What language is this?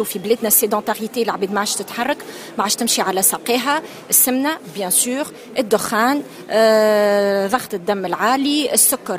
Tunisian Arabic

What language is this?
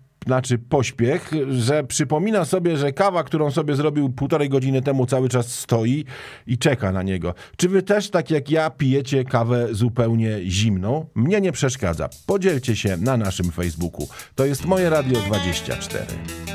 Polish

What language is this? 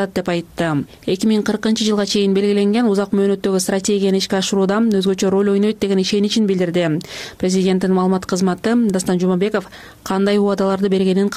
Kyrgyz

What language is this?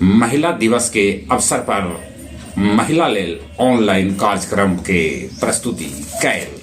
Magahi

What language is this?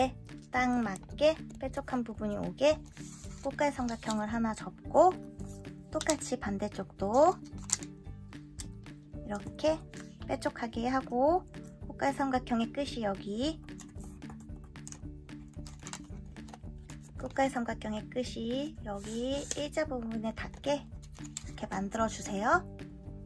Korean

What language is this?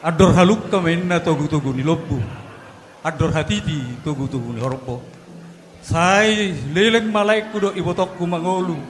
Batak Toba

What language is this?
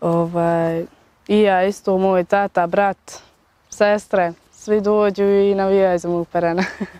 Bosnian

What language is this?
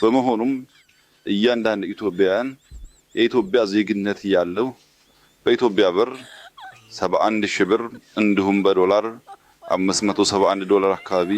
Amharic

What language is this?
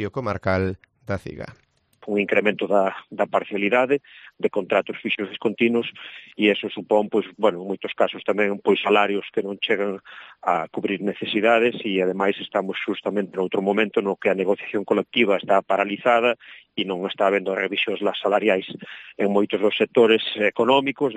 Galician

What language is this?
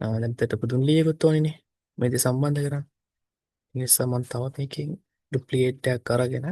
Sinhala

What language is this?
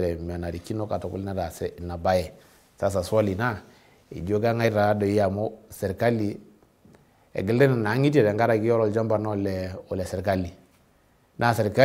Masai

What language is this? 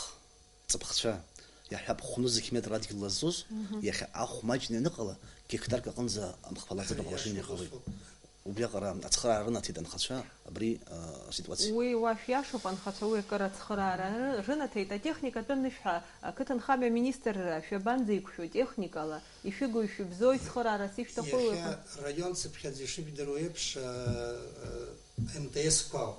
Abkhazian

